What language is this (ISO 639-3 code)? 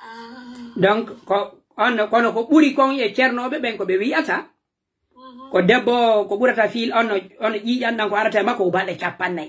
fuf